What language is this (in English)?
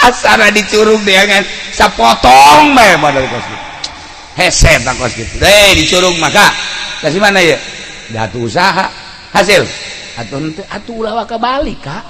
Sundanese